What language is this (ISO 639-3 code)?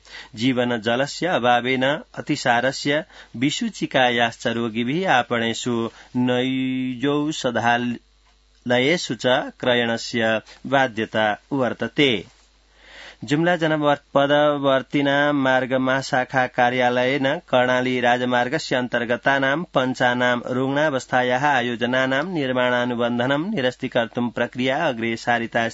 san